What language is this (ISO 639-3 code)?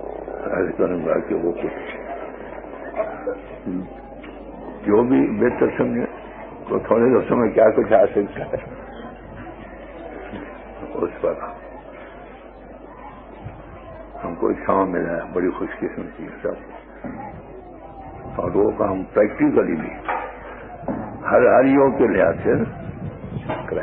urd